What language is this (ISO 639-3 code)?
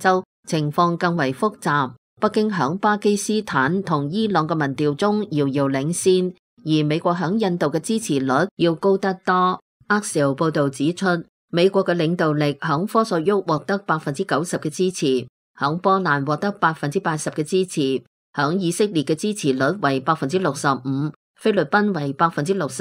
yue